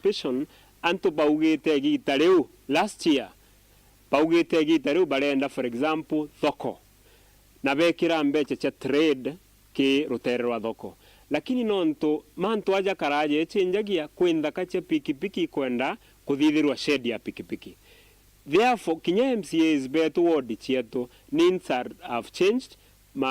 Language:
Meru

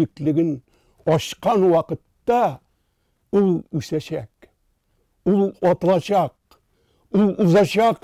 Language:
Tatar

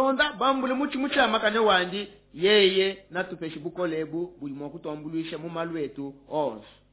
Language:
Luba-Lulua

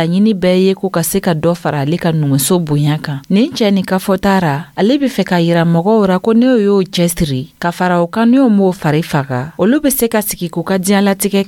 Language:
Dyula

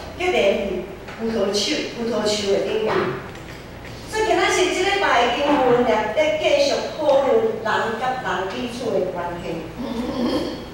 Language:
Min Nan Chinese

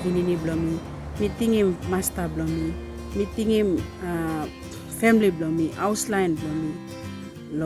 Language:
Tok Pisin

